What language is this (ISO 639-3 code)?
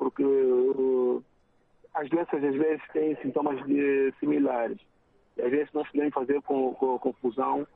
por